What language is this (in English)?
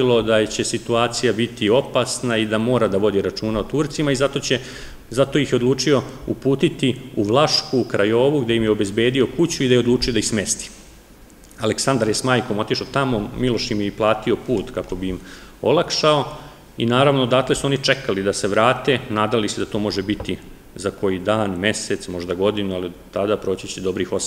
Serbian